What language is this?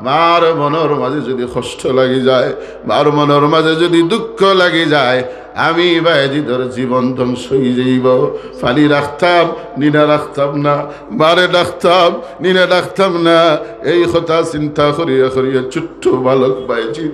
Sylheti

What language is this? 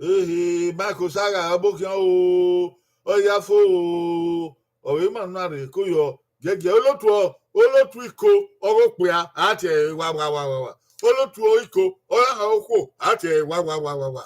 Bini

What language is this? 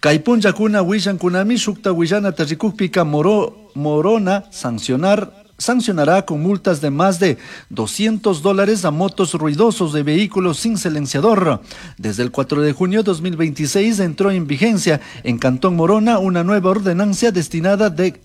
Chimborazo Highland Quichua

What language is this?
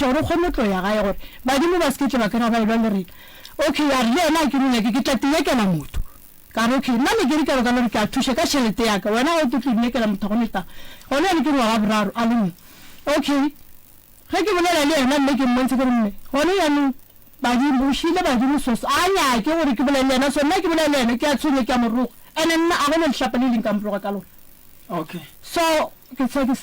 Northern Sotho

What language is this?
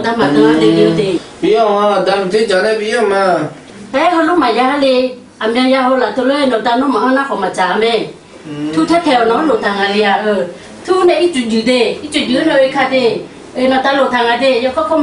Akha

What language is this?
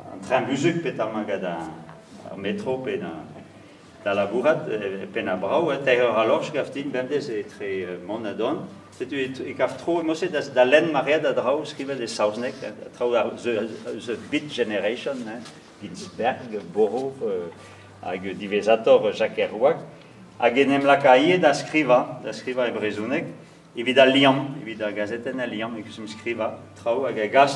Breton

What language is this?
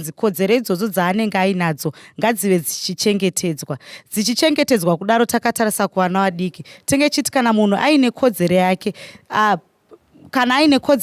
Shona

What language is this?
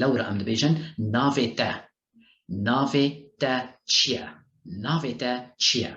Kurdish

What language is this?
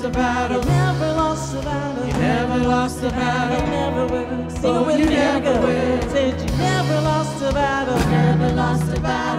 English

